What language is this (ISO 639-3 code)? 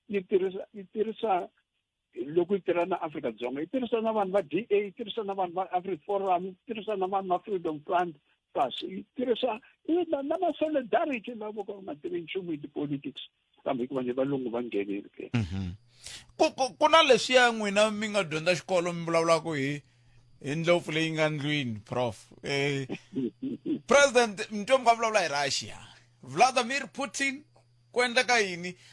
tso